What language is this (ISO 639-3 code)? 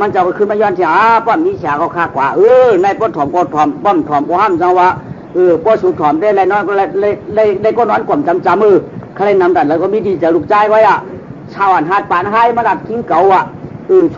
shn